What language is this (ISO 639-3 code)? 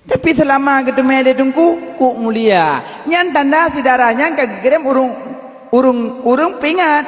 ace